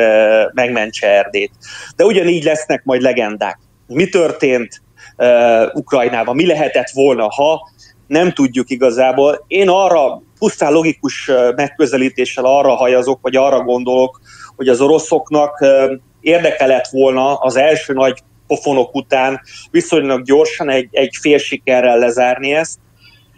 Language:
Hungarian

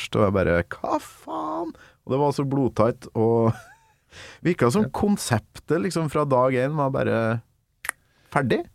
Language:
Norwegian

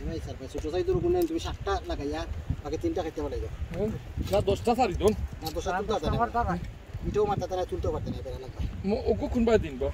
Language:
Sylheti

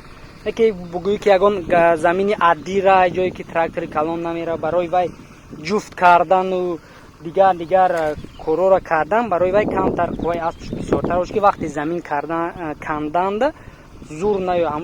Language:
Tajik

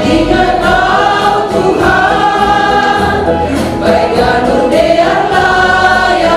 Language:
Batak Simalungun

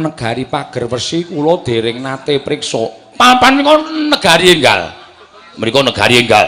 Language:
Javanese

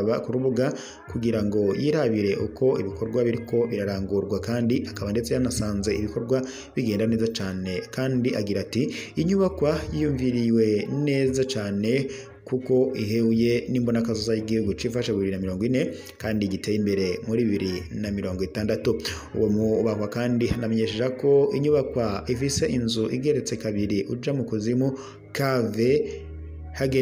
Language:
Rundi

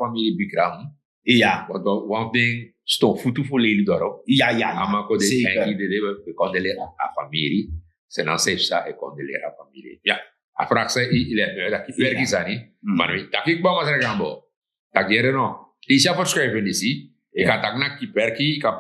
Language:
Sranan Tongo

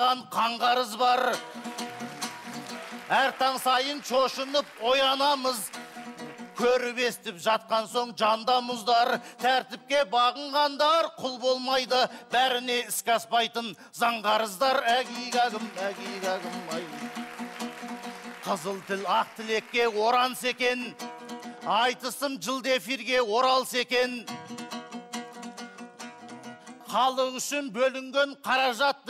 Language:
Kazakh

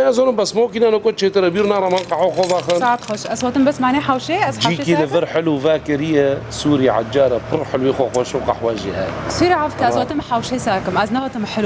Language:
Kurdish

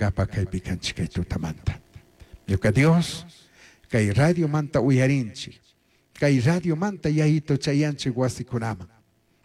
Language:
Chimborazo Highland Quichua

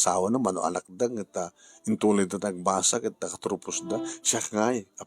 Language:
Iloko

